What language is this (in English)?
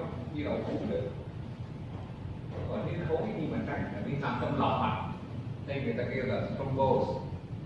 Vietnamese